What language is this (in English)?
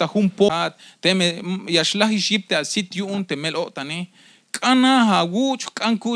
Tzeltal